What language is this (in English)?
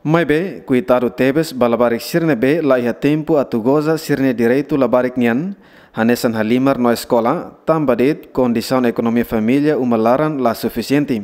Tetum